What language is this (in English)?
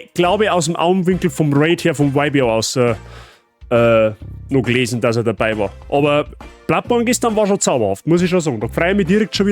Bavarian